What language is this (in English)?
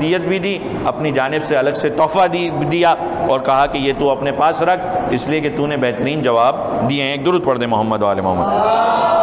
Urdu